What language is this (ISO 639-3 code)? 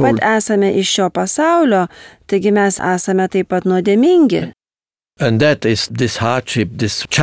lit